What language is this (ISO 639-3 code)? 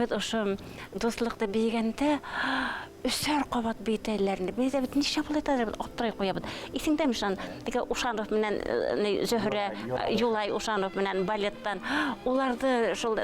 bak